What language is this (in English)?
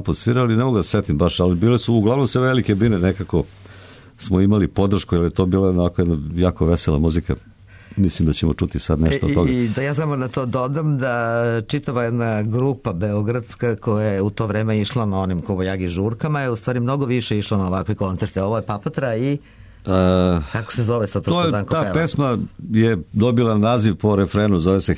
Serbian